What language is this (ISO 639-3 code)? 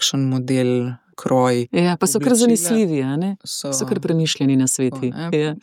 slv